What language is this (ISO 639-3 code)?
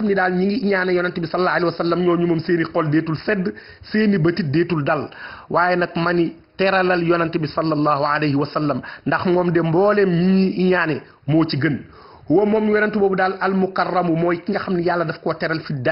wol